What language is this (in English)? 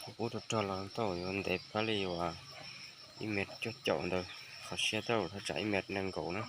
Hmong